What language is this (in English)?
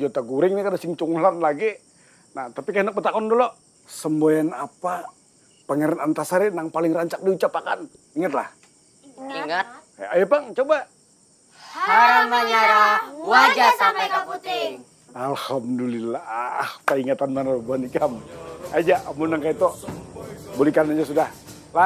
Banjar